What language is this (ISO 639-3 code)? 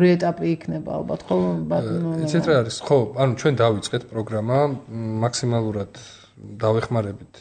kat